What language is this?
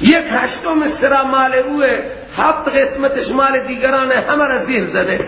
Persian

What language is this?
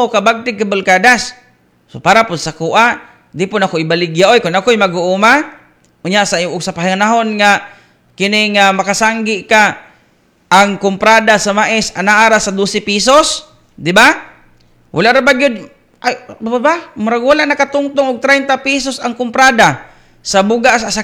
Cebuano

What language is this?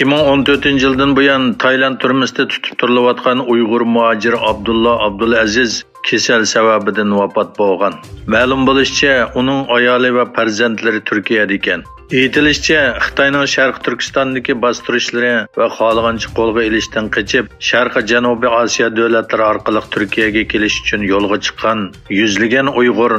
Uyghur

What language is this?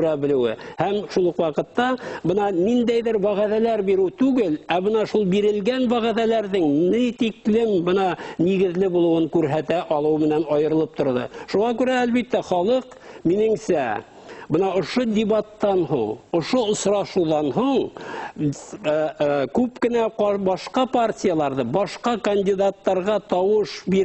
Bashkir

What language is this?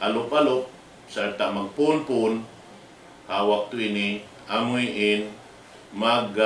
Tausug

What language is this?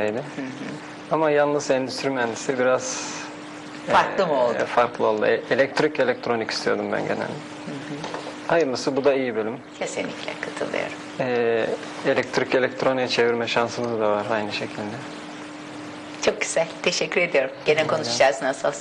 Turkish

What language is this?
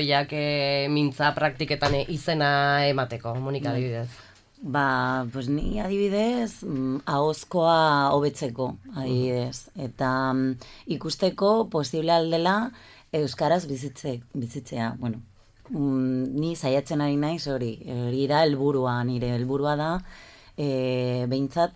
Basque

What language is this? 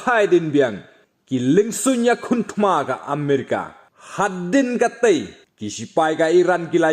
Khasi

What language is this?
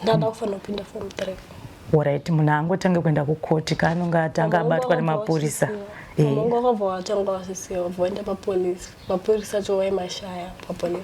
Shona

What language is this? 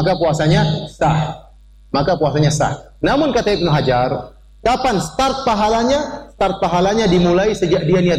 Indonesian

